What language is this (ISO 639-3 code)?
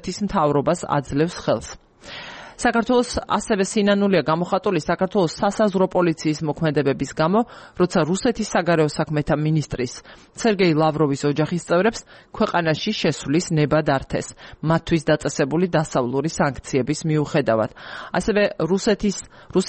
kat